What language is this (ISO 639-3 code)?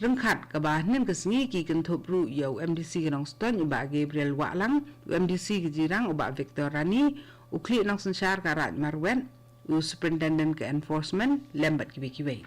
kha